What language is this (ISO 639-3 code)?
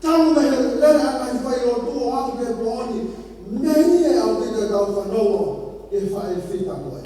ton